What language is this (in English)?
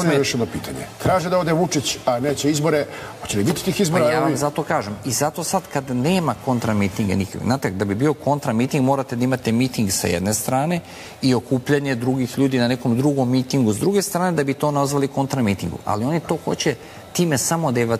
Serbian